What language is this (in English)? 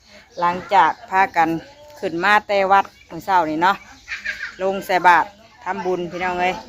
Northeastern Thai